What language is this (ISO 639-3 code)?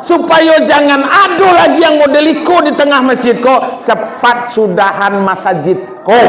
min